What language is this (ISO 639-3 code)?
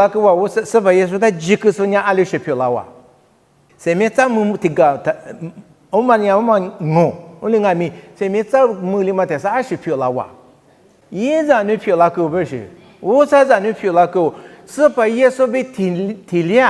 lis